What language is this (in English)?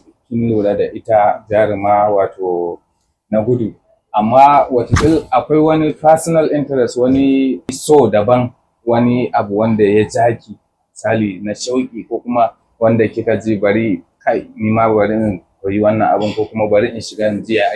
Hausa